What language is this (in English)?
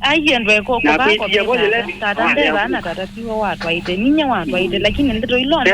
Kamba